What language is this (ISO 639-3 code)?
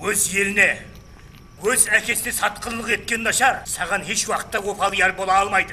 kaa